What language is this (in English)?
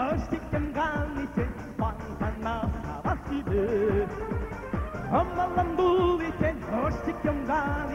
Chuvash